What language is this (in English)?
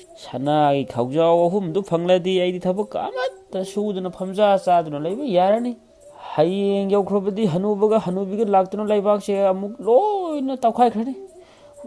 Manipuri